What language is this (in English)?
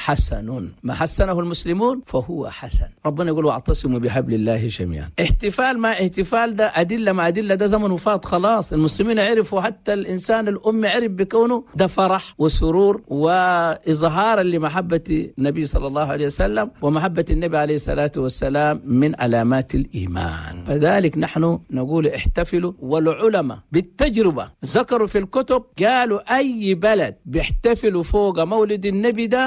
Chadian Arabic